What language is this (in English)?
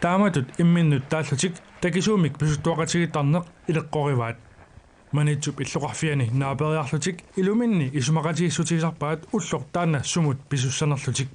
Kalaallisut